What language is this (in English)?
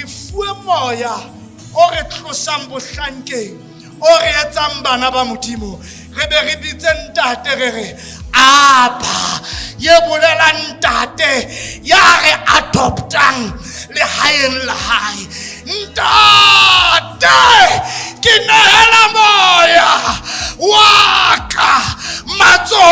Southern Sotho